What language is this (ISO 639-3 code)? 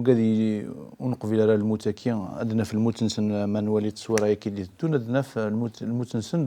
kab